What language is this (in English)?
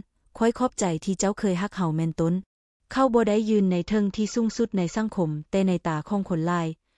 Lao